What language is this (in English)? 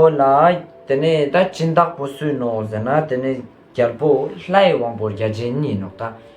Ladakhi